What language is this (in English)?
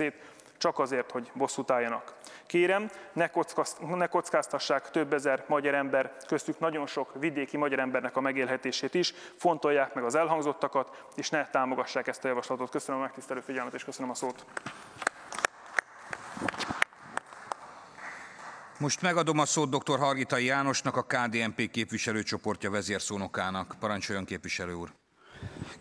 Hungarian